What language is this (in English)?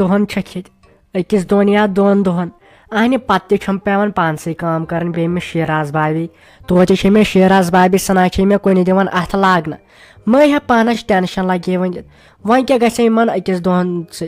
Kashmiri